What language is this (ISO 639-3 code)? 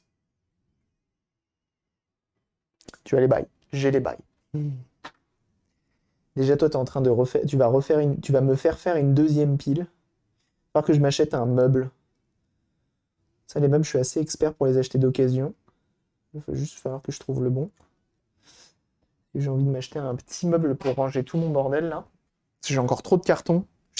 fra